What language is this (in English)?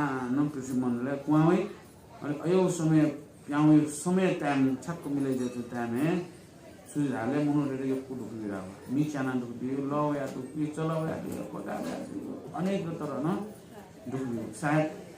Newari